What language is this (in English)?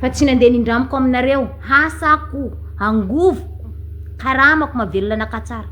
Malagasy